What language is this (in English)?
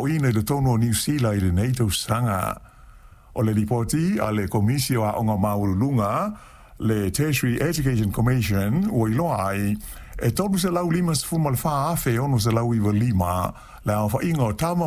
Samoan